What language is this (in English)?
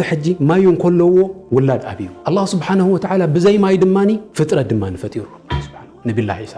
Tigrinya